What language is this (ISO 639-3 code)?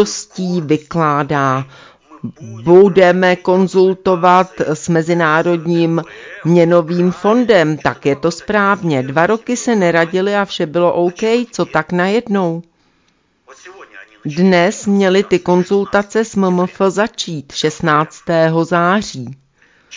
ces